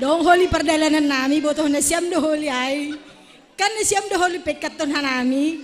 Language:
Batak Simalungun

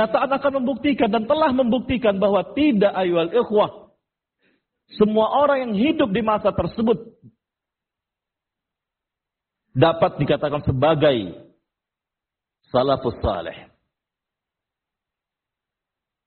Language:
Indonesian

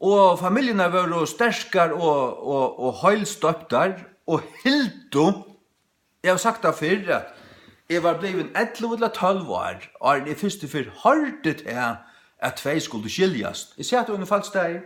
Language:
Faroese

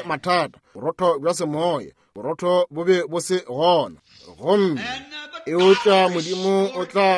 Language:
Northern Sotho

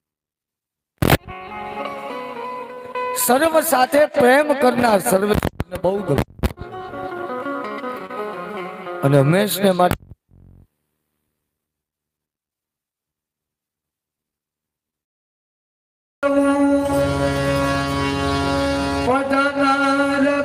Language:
Gujarati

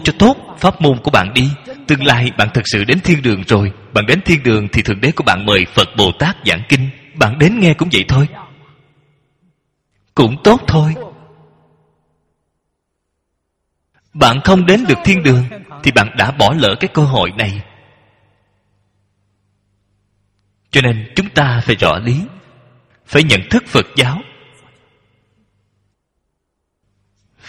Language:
Vietnamese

